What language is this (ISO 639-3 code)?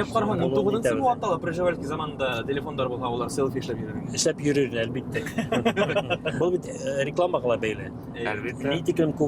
bak